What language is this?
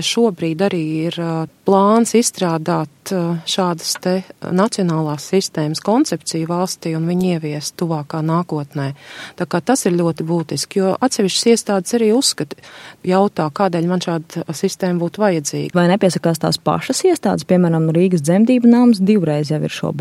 Latvian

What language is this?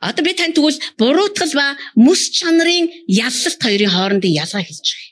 Mongolian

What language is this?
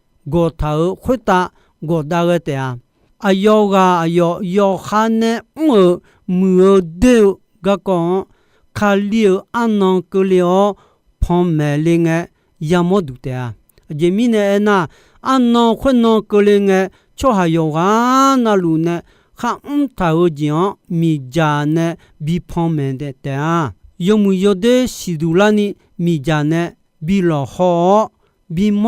Akha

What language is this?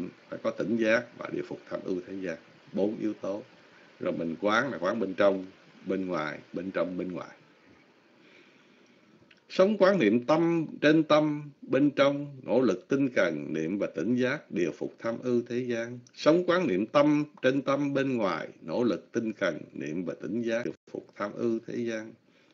Vietnamese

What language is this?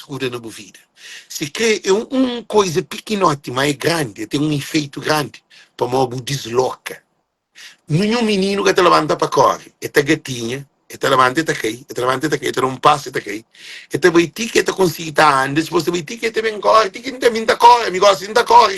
Kabuverdianu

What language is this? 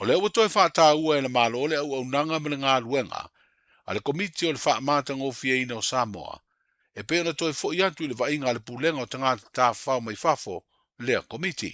Samoan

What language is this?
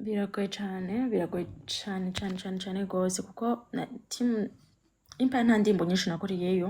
Rundi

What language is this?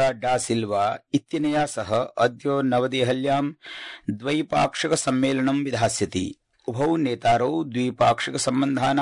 Sanskrit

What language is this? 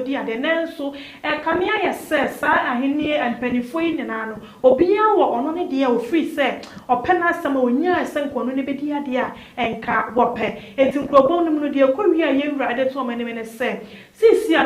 Akan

